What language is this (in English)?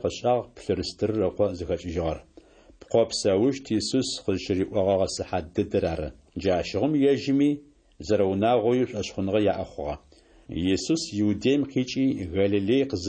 Adyghe